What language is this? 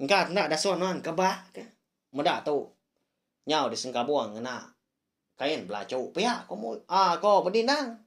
Iban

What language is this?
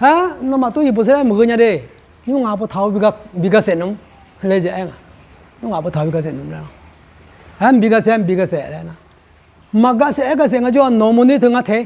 Akha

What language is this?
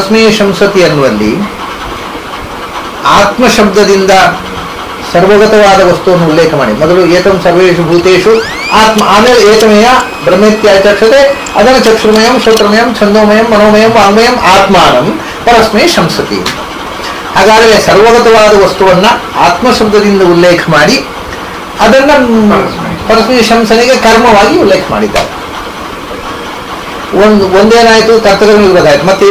Kannada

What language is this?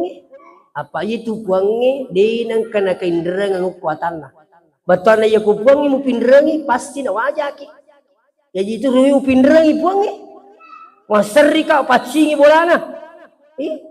Buginese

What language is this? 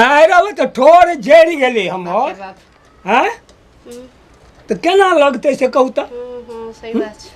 Maithili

